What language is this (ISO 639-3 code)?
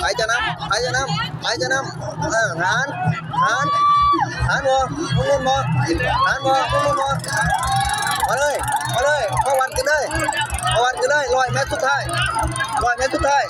lao